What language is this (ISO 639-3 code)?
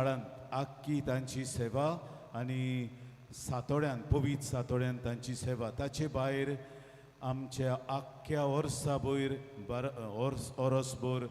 kok